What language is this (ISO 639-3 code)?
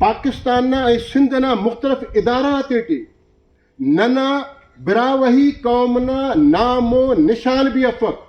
brh